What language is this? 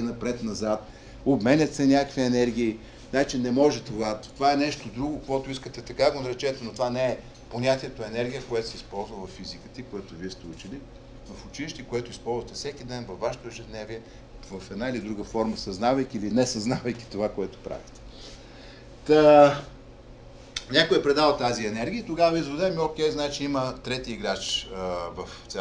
Bulgarian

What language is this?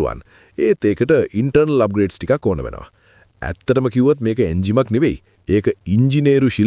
Sinhala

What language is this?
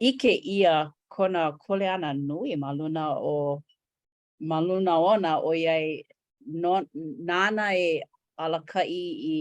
Hawaiian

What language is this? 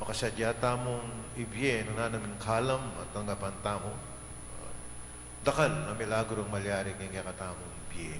Pampanga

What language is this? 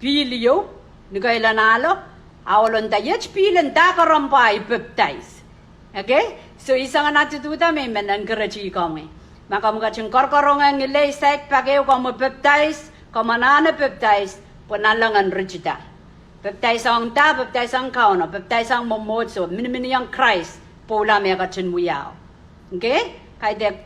Pohnpeian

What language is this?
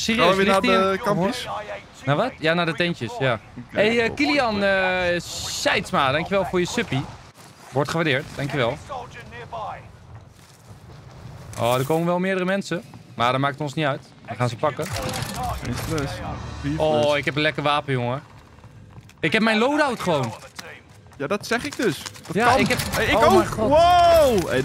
Dutch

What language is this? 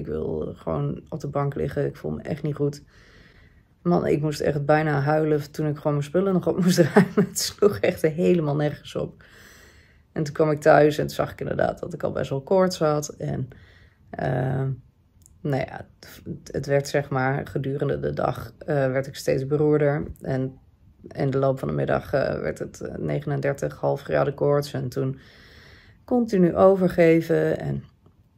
Dutch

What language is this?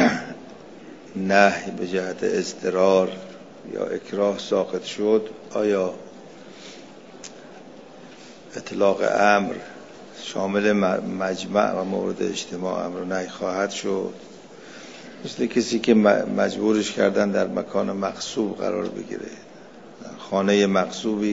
Persian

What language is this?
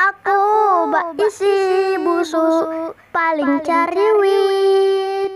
Banjar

